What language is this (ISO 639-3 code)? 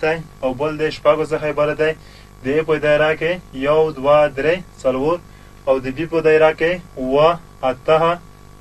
pus